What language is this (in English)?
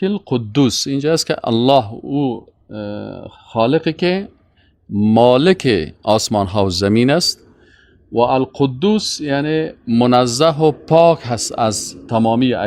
Persian